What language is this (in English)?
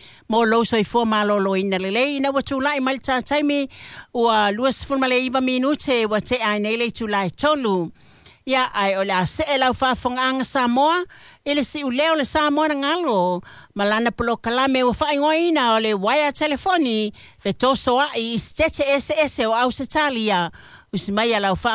Samoan